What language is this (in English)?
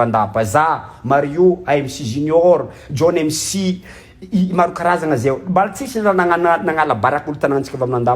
Malagasy